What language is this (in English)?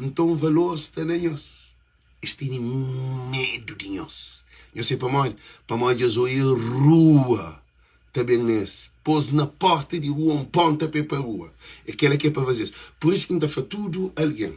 Kabuverdianu